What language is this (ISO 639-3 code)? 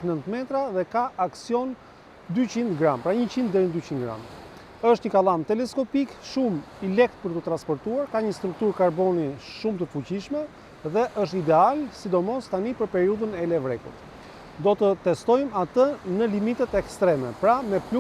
sqi